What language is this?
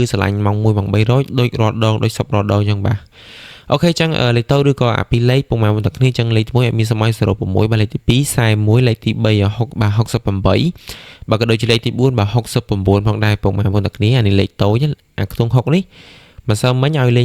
Khmer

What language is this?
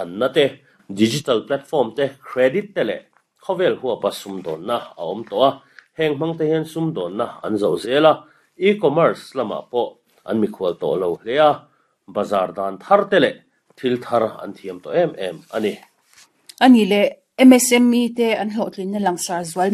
Mizo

